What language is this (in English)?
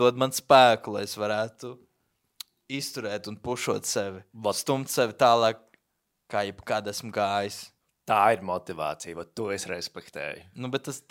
Latvian